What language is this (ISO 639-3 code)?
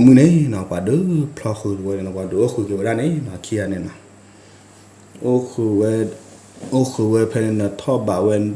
ksw